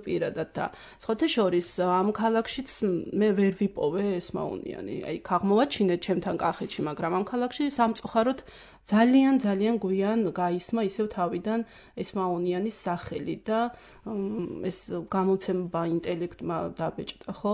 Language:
Georgian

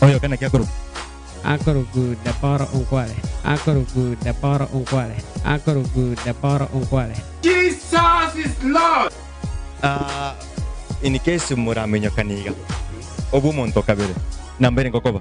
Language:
Gusii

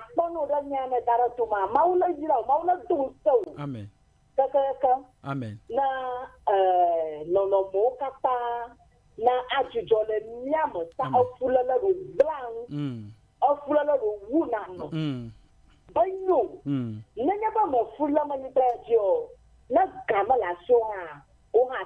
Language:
Ewe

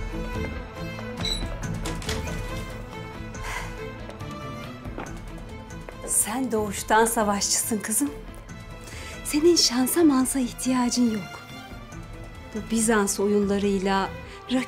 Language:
Turkish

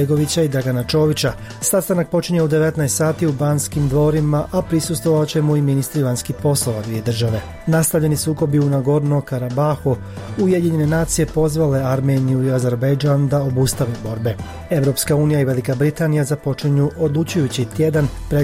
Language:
Bosnian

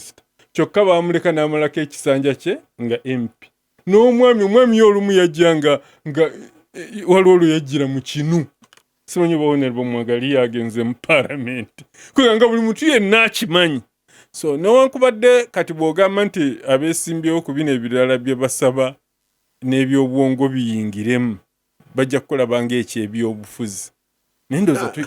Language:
Ganda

